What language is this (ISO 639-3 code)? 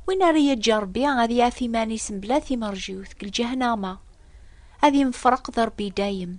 kab